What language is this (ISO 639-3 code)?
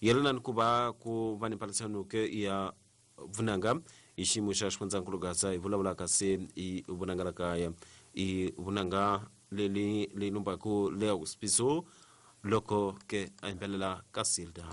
tso